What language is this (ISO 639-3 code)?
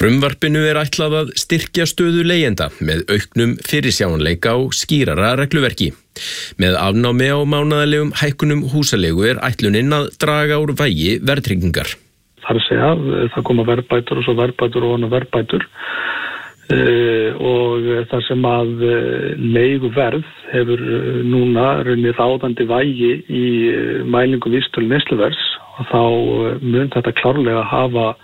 isl